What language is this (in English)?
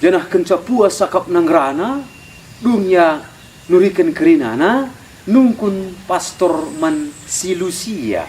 Batak Karo